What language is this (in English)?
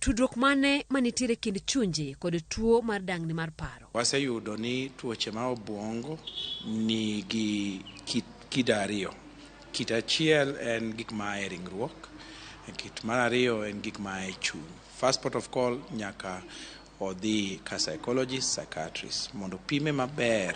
Luo (Kenya and Tanzania)